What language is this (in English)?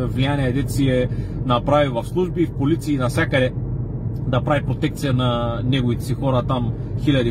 Bulgarian